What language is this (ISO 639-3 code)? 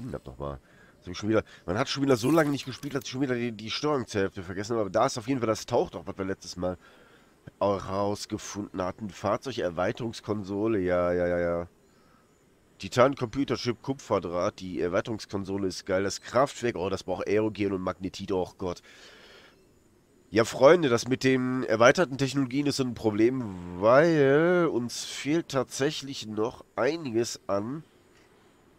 deu